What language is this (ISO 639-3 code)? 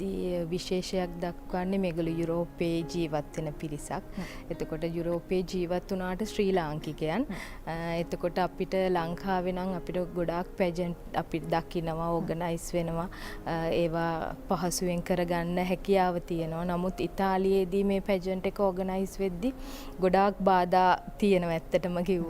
sin